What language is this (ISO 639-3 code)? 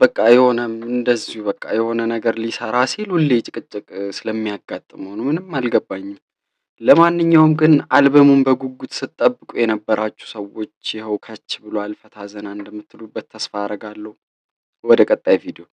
amh